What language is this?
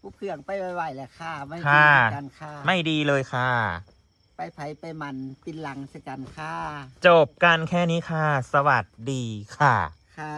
Northeastern Thai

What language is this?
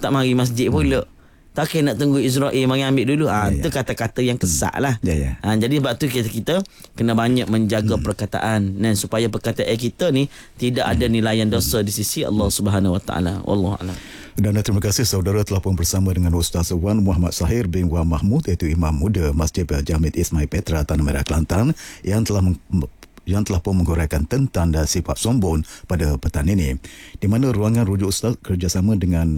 Malay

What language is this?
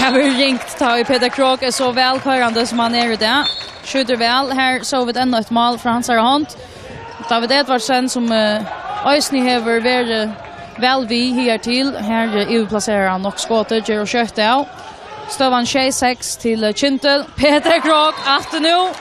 Faroese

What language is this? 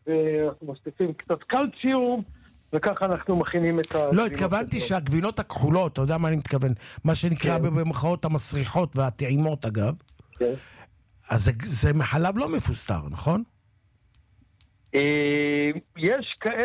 Hebrew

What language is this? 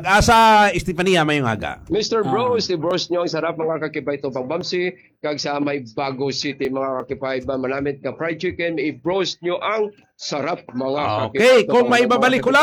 Hiligaynon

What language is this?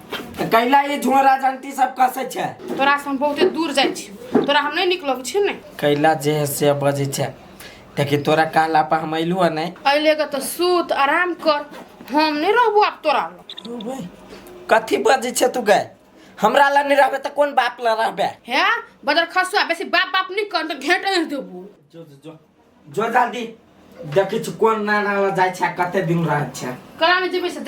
Maithili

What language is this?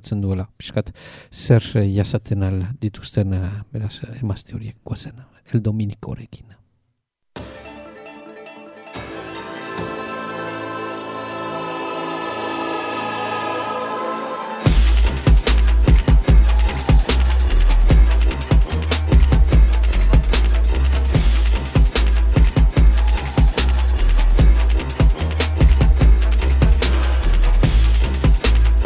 Basque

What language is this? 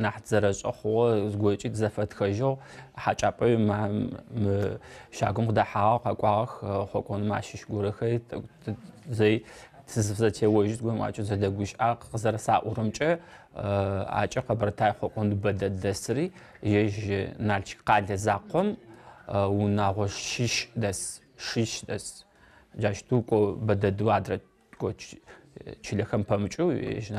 Adyghe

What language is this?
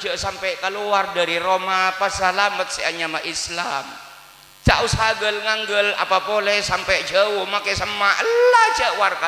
Madurese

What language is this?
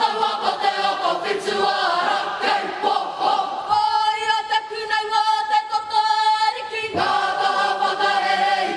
Māori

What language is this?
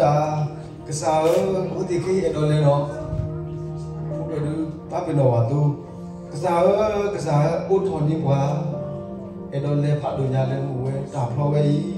S'gaw Karen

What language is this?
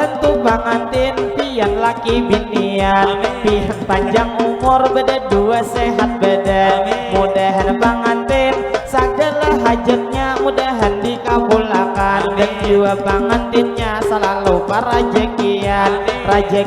Banjar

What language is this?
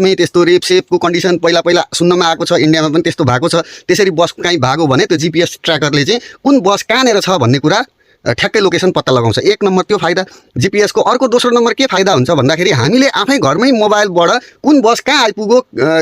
Nepali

